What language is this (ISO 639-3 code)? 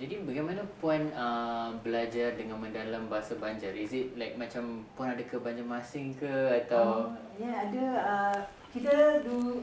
bjn